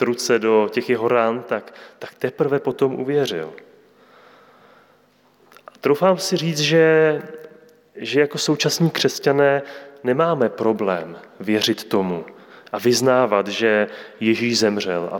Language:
Czech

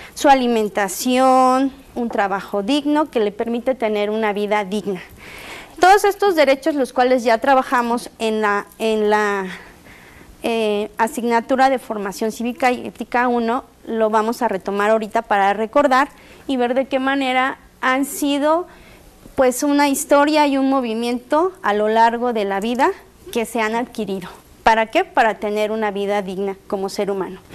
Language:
Spanish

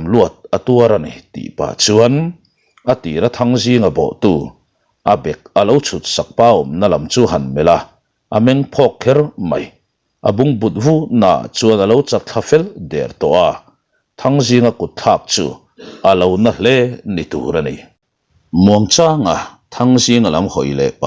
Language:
Mizo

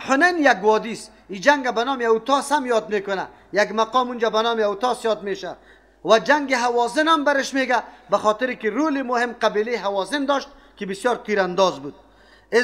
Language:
Persian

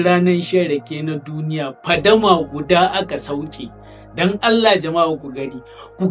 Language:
Hausa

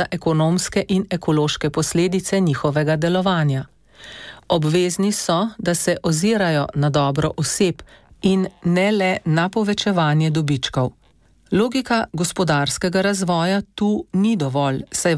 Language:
Slovenian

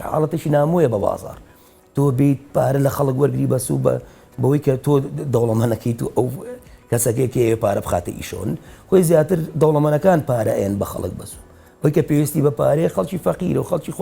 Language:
Central Kurdish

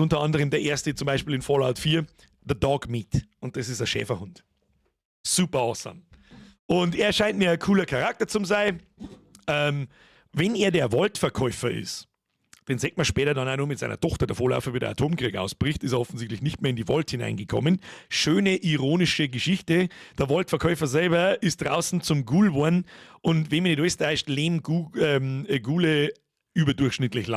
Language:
Bavarian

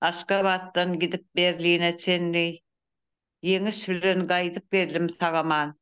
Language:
Turkmen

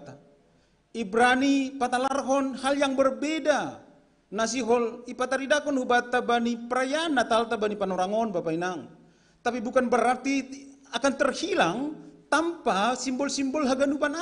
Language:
Batak Simalungun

